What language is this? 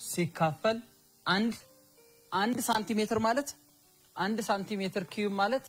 Amharic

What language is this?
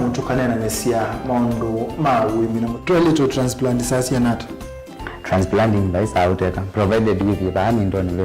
Kamba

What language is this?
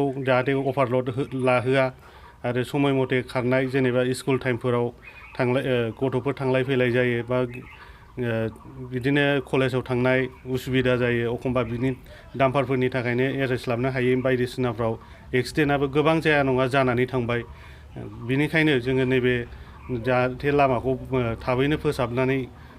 Bodo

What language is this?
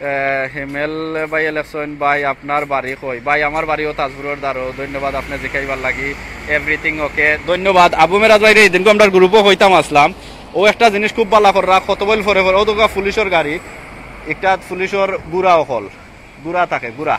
Sylheti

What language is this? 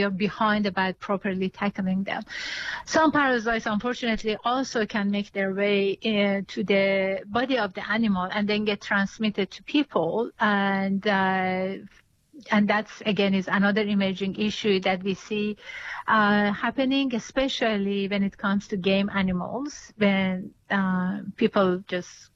English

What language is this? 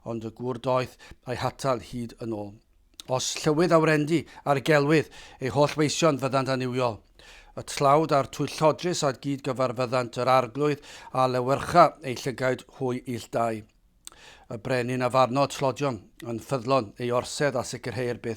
Welsh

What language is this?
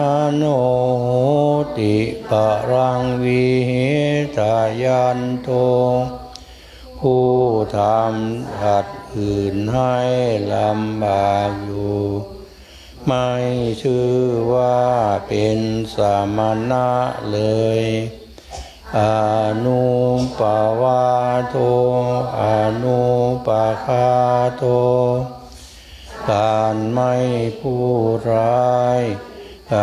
Thai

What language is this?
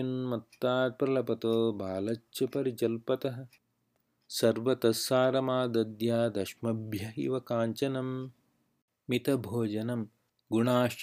Sanskrit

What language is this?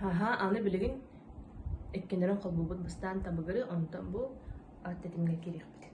Yakut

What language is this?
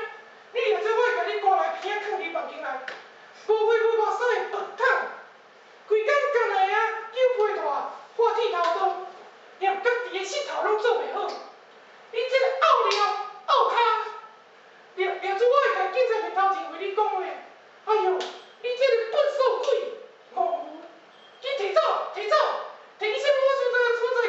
Min Nan Chinese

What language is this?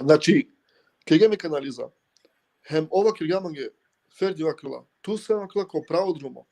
Balkan Romani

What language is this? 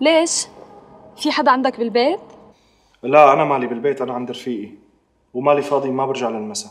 North Levantine Arabic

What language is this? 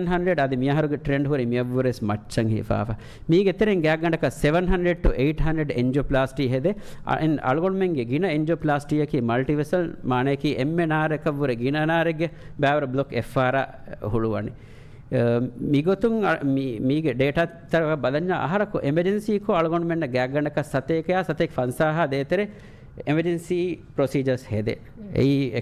Divehi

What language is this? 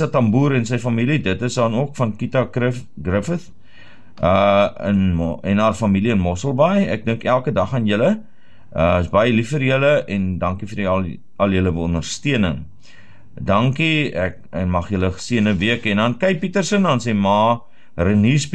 Afrikaans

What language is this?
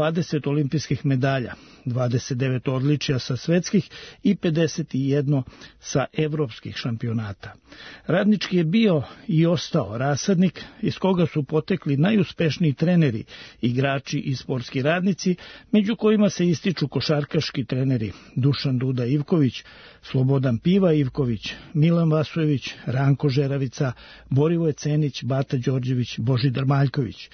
Serbian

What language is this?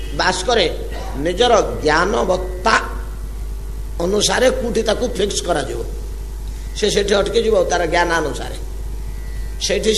Odia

